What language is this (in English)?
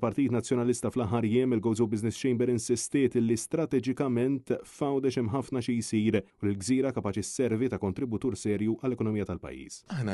Maltese